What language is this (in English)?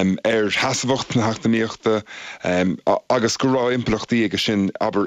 Irish